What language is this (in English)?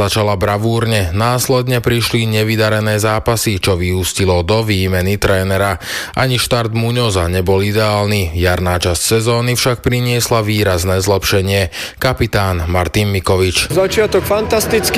Slovak